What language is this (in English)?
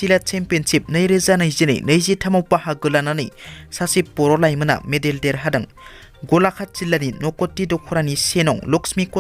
Bodo